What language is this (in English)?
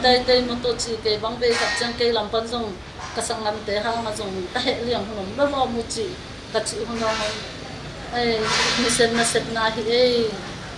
Tedim Chin